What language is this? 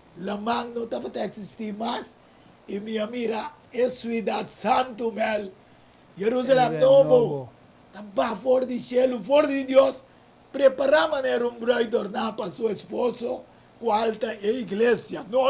Papiamento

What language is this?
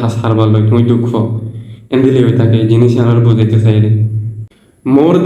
Rohingya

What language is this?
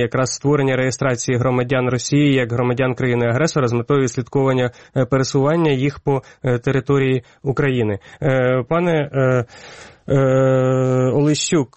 Ukrainian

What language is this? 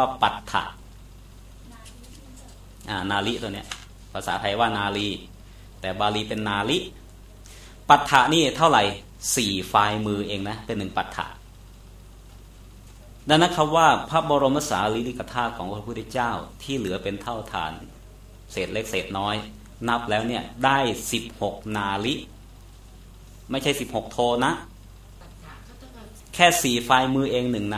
Thai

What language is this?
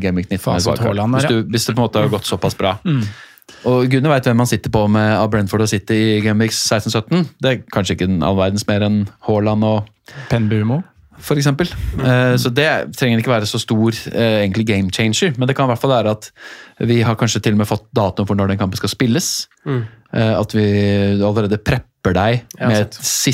Norwegian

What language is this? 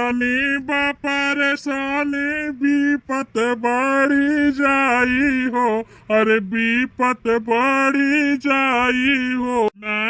Bhojpuri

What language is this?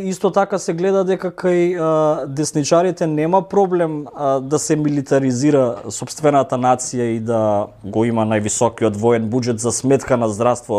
Macedonian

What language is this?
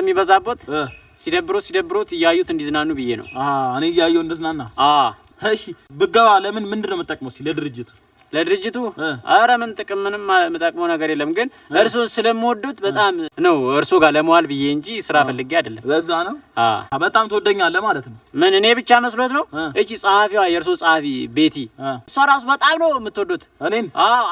Amharic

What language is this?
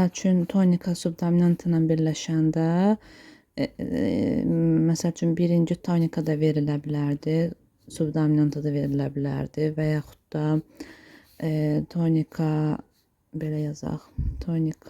Azerbaijani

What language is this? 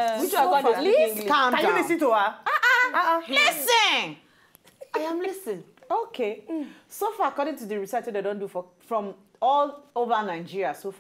Nigerian Pidgin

